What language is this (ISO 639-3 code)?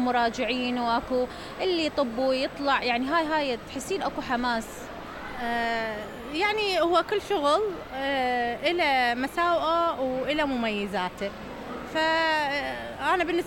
acm